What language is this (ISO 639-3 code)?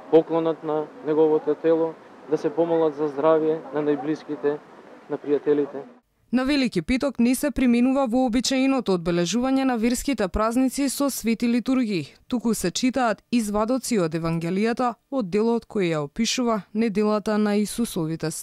mkd